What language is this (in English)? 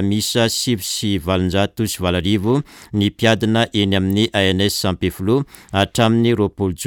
Malagasy